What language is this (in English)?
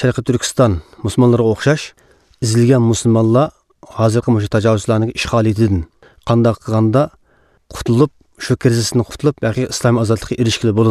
Uyghur